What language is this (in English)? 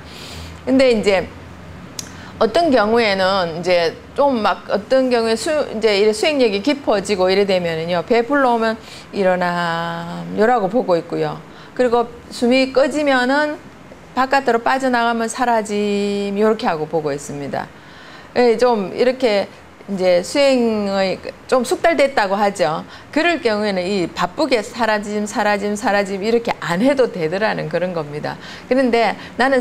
Korean